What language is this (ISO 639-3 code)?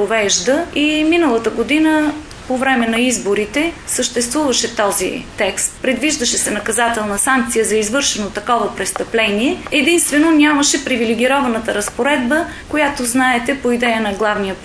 bul